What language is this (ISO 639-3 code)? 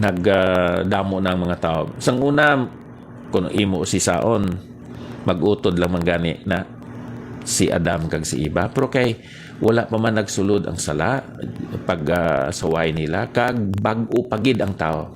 hil